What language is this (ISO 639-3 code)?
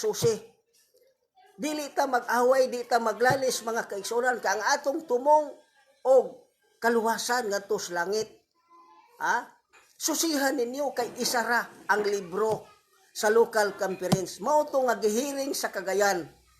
ceb